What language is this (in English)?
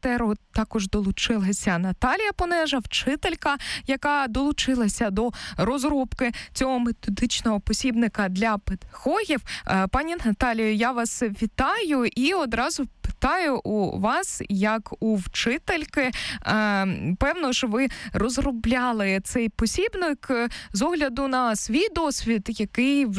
Ukrainian